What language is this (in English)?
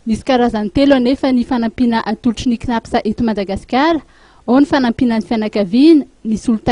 Malagasy